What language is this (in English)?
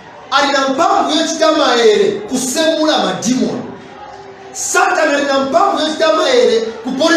Nyanja